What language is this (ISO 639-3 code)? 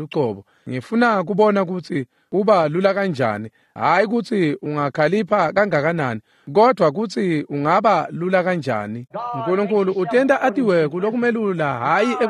ssw